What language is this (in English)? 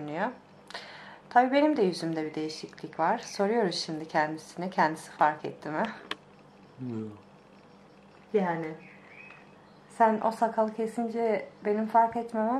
Turkish